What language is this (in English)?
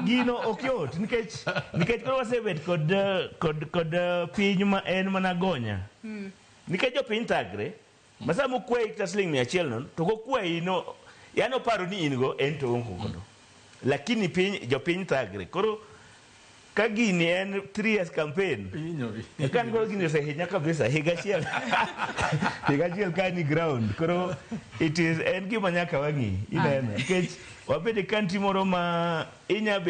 Luo (Kenya and Tanzania)